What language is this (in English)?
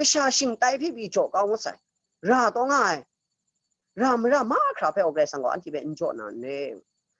Kachin